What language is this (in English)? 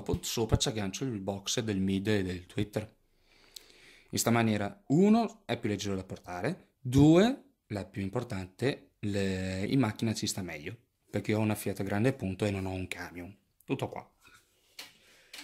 Italian